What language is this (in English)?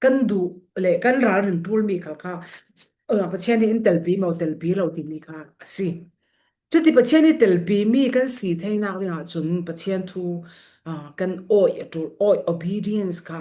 Falam Chin